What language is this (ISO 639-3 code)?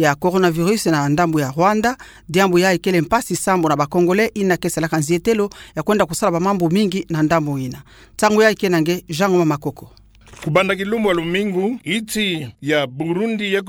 ktu